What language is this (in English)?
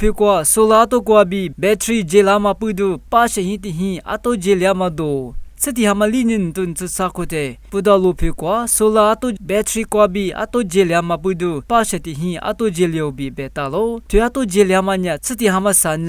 Lisu